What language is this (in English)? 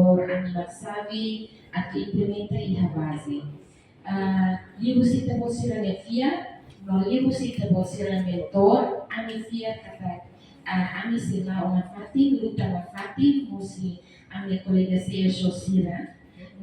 Tetum